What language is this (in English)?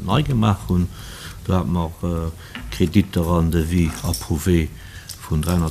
Luxembourgish